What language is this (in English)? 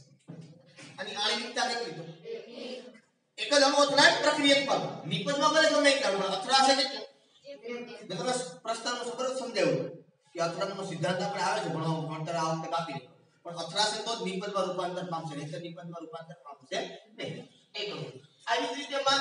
Gujarati